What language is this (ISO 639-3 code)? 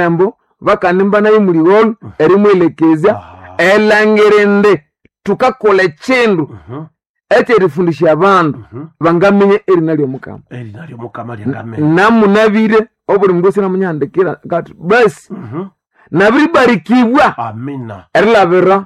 nnb